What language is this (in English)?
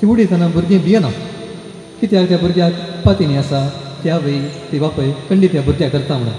Konkani